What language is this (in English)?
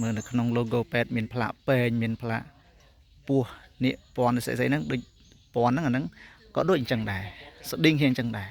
Khmer